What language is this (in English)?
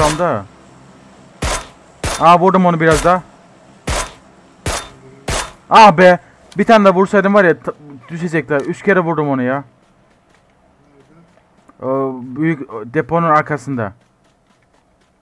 Turkish